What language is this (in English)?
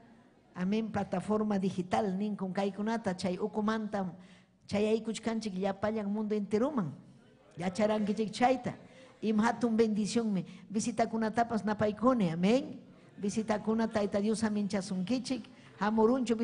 Ayacucho Quechua